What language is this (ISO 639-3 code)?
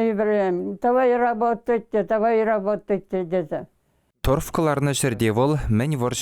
chv